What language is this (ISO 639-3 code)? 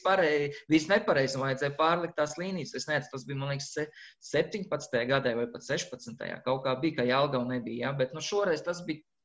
lav